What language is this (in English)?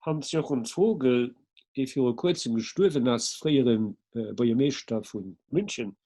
Luxembourgish